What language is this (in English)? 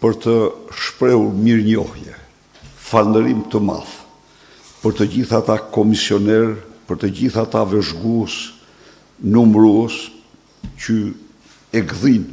Albanian